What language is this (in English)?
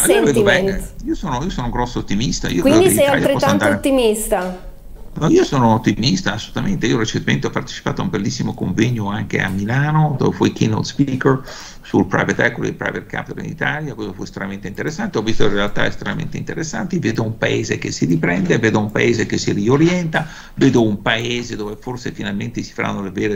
Italian